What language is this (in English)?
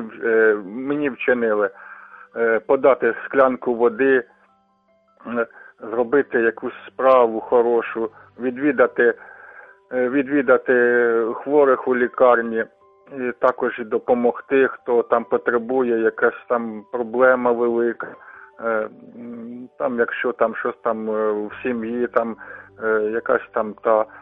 Ukrainian